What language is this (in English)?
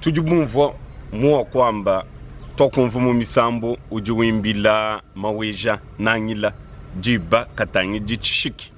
Luba-Lulua